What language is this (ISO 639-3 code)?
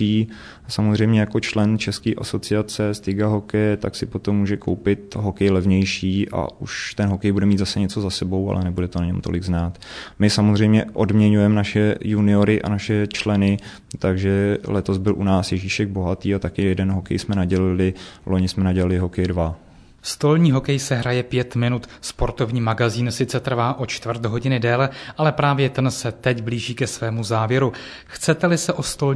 ces